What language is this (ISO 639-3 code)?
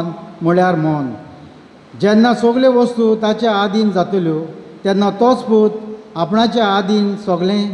kok